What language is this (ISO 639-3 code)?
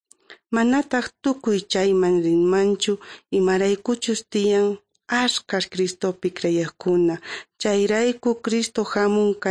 quh